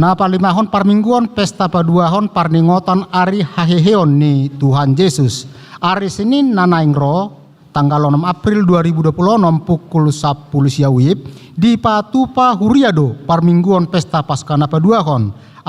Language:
Batak Toba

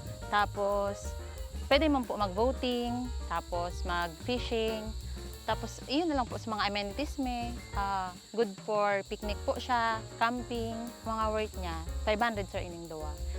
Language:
Bikol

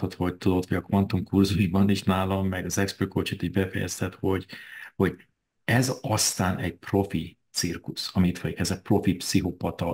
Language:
Hungarian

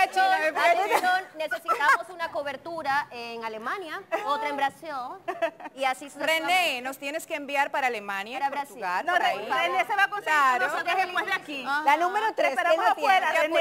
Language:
Spanish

